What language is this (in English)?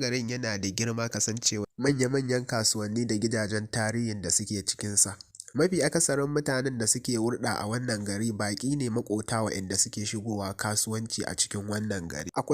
Hausa